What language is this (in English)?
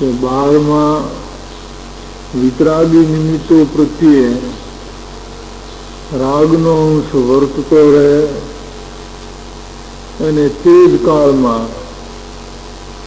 Gujarati